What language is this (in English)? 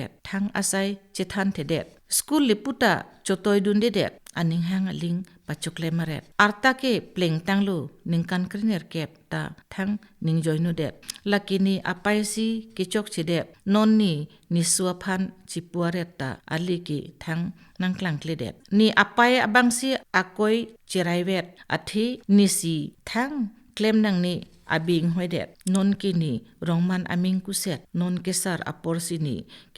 Karbi